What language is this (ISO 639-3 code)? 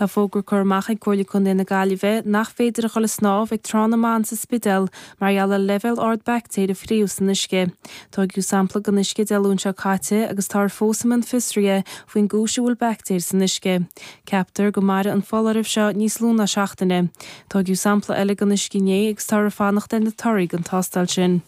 gle